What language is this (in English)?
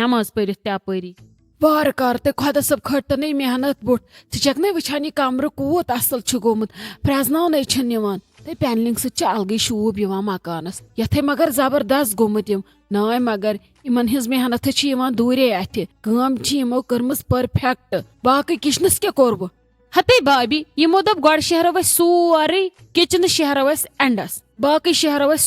Kashmiri